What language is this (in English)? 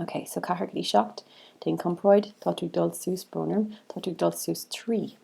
Irish